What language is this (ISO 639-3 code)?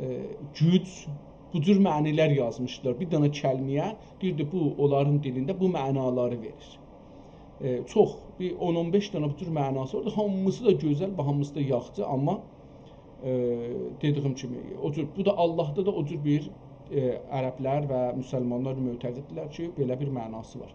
azb